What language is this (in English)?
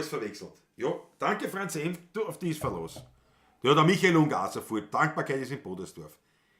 Bavarian